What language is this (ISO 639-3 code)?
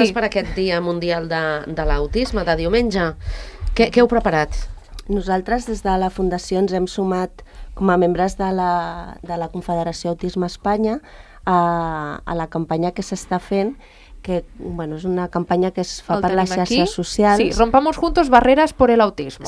cat